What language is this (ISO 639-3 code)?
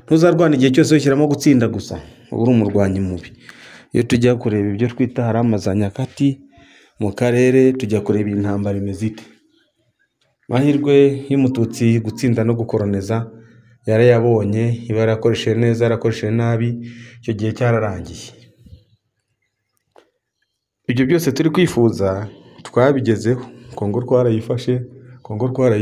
kin